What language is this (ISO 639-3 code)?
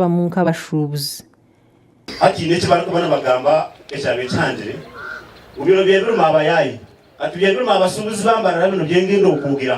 nyn